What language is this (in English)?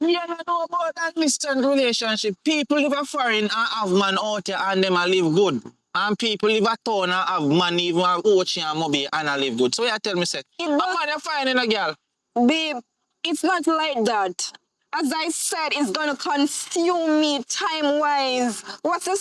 Jamaican Creole English